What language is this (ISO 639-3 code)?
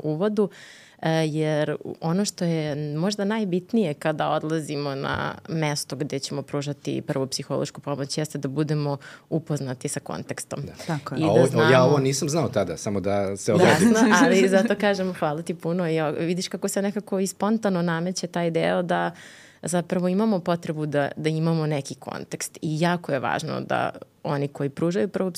srp